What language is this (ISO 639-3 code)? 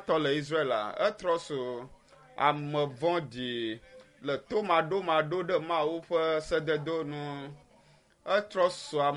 ewe